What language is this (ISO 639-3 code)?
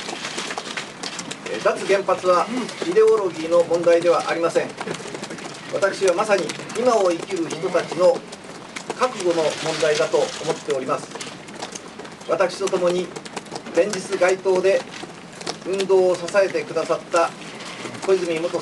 jpn